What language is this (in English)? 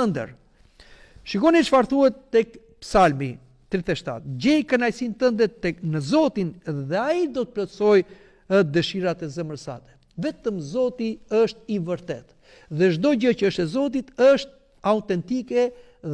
Albanian